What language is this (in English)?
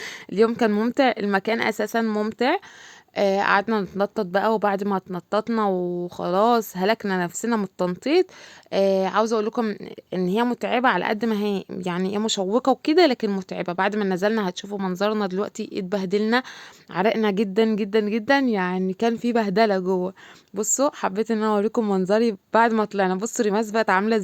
Egyptian Arabic